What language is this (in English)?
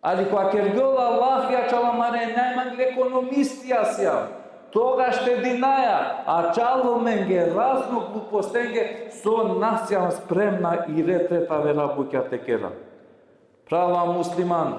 Balkan Romani